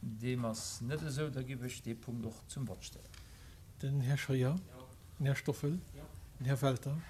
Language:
Luxembourgish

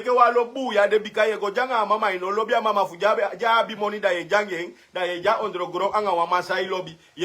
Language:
Sranan Tongo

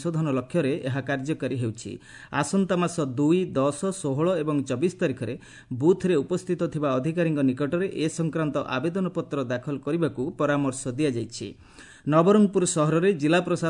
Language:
Odia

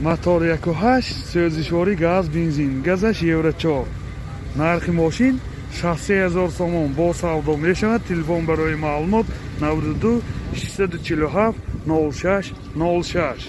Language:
Tajik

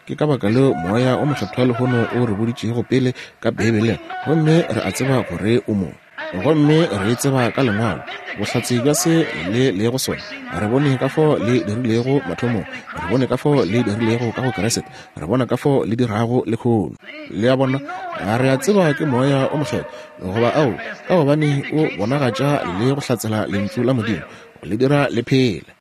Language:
Northern Sotho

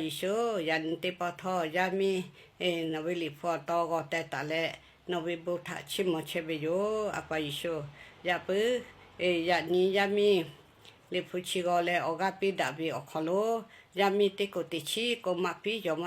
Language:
Lahu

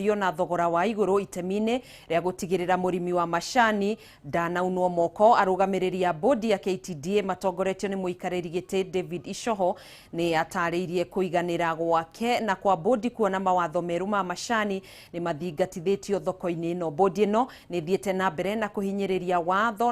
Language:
Kikuyu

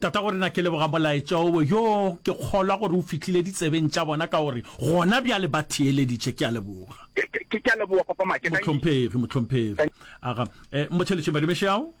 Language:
Northern Sotho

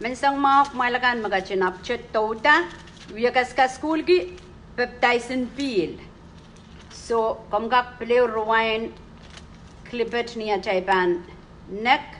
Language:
Pohnpeian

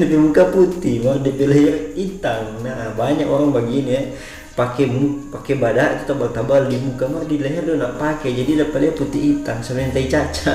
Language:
Manado Malay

